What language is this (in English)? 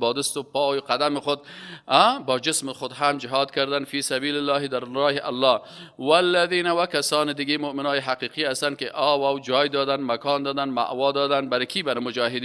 Persian